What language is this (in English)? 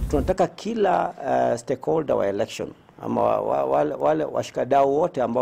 Swahili